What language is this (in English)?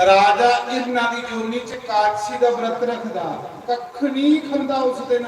Dogri